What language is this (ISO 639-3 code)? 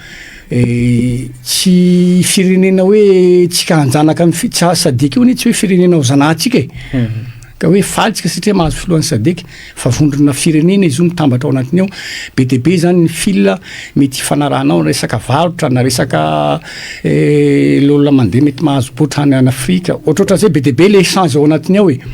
mlg